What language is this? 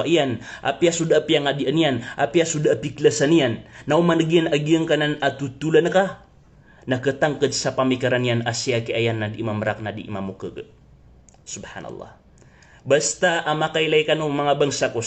Maranao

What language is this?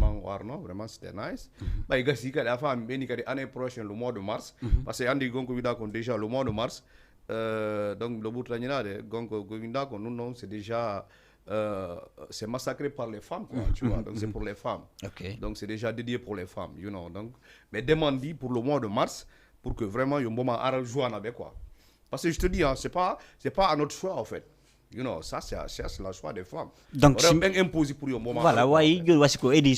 Fula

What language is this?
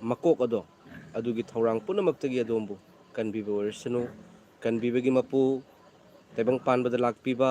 Manipuri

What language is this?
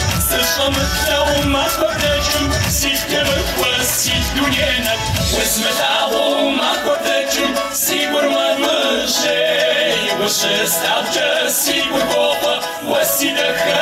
Kabardian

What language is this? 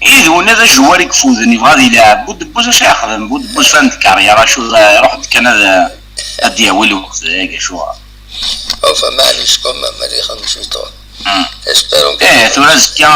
Kabyle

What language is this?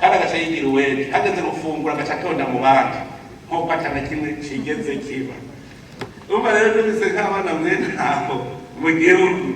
Rundi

